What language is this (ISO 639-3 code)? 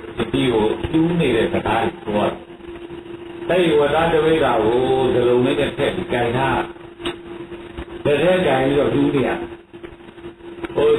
mya